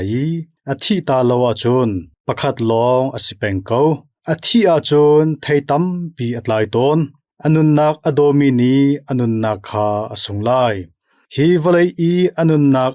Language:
Hakha Chin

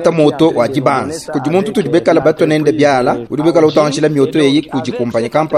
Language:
Luba-Lulua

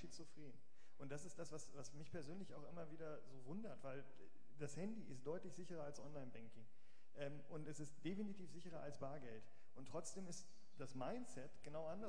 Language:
German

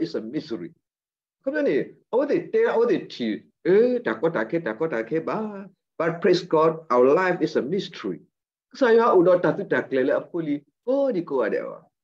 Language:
S'gaw Karen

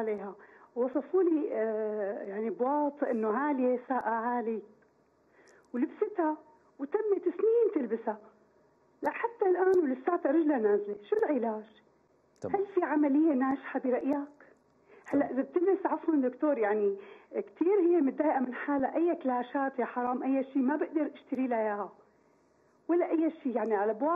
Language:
North Levantine Arabic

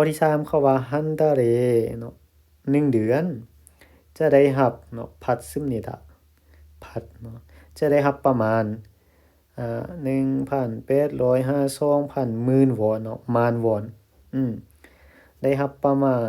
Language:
Lao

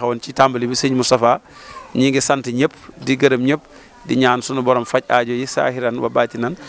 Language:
Wolof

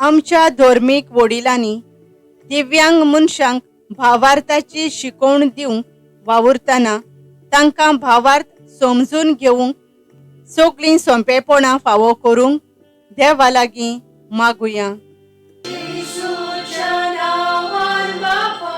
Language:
Konkani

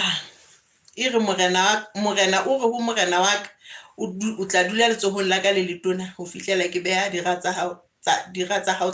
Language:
Southern Sotho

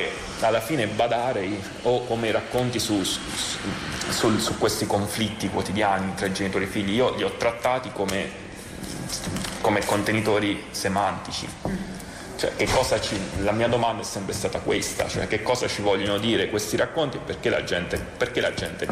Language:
Italian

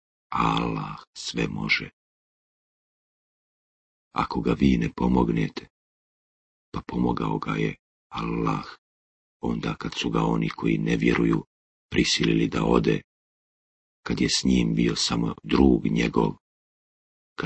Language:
Bosnian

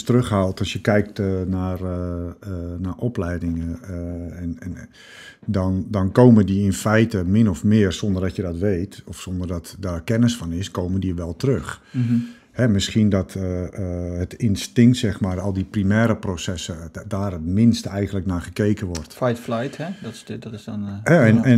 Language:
Dutch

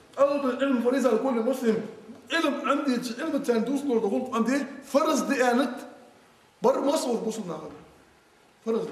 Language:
Ingush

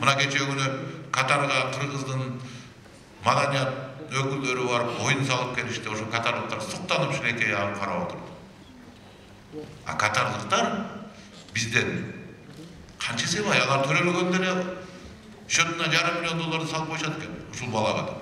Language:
Kyrgyz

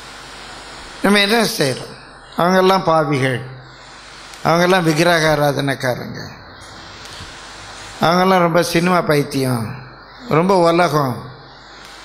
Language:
Tamil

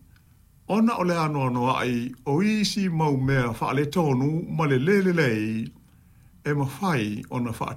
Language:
Samoan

